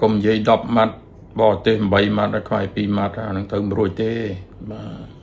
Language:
Khmer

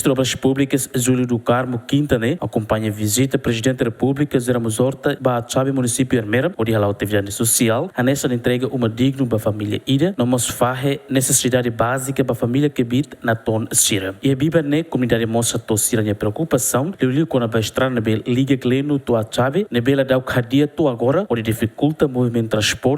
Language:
Tetum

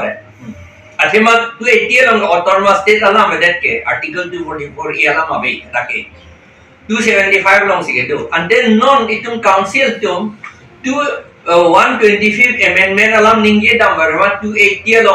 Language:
Karbi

